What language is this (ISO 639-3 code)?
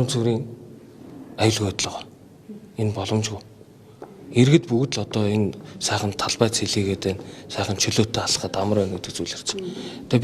mon